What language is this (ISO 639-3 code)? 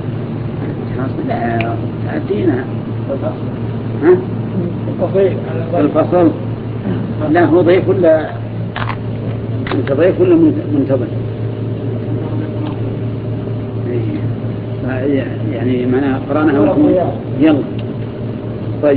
ara